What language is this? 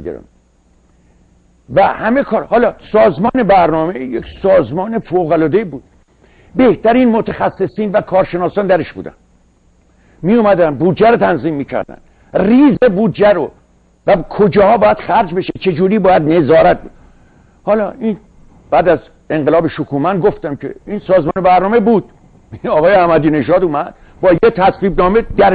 Persian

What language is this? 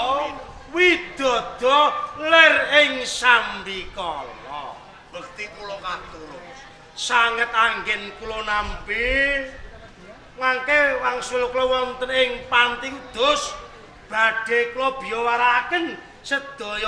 Javanese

